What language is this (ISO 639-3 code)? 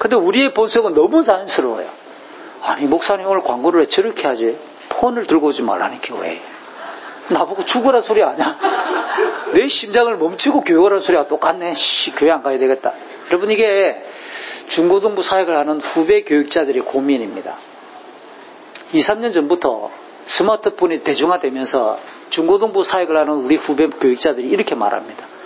kor